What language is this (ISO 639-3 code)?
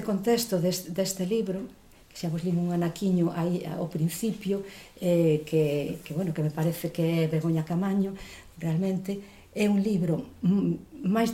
glg